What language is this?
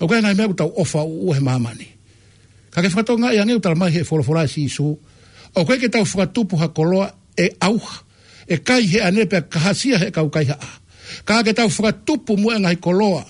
Tongan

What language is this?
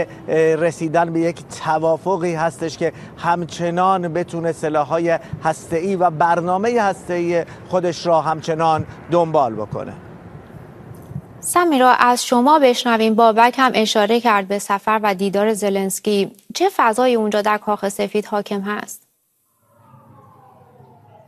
Persian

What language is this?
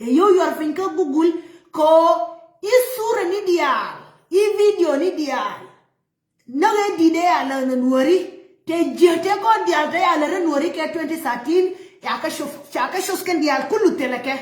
Nuer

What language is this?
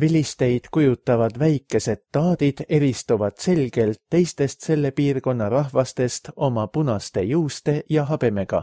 Estonian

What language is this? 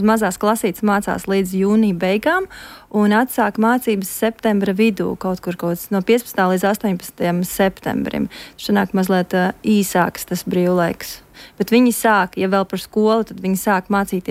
Latvian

